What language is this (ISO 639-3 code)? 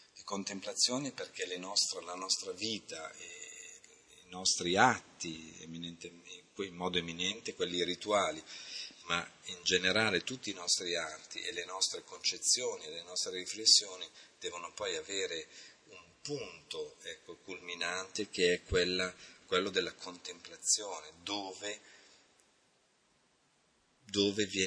ita